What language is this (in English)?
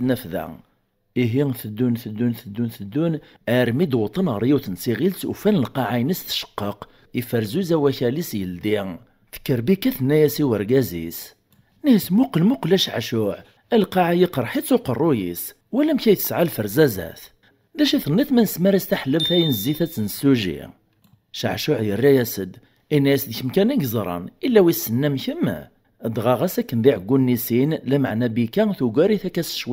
Kabyle